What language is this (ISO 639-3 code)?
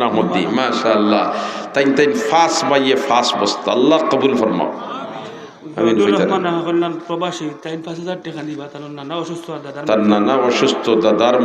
syl